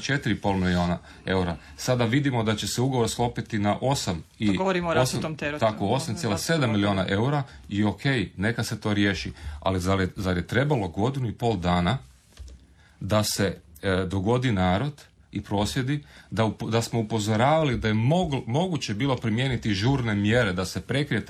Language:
Croatian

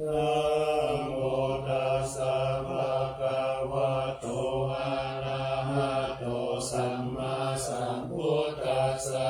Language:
Pali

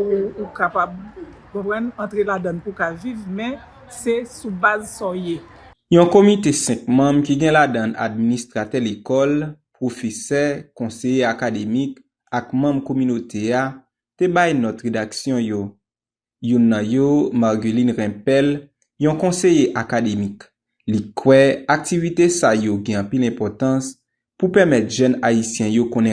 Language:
Haitian Creole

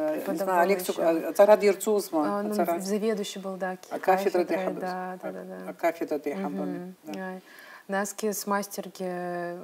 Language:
Abkhazian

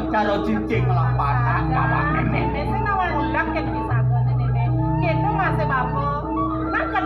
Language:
Balinese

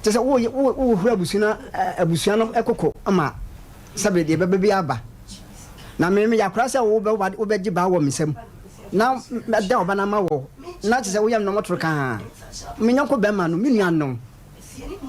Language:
Akan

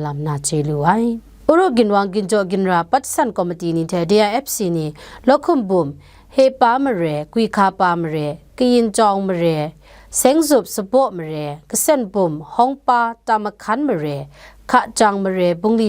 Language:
Kachin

